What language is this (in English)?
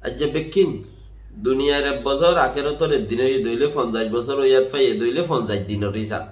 Rohingya